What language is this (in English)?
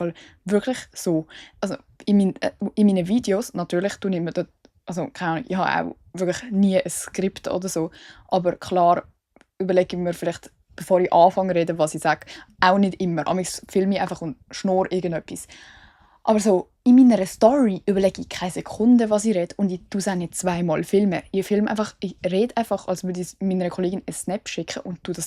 Swiss German